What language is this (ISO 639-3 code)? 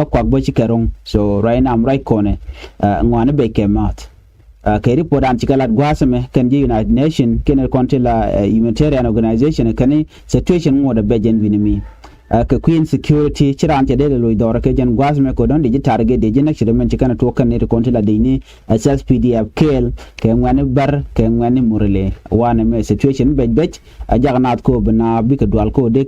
nus